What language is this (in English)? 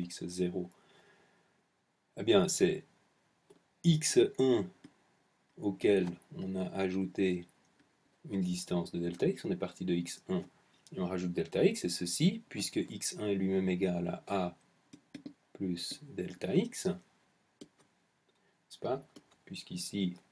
French